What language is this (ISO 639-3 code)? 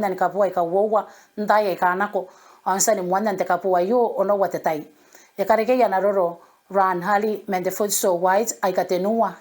gil